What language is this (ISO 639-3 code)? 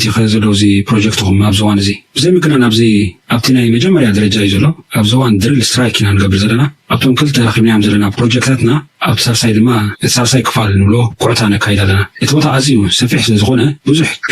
tir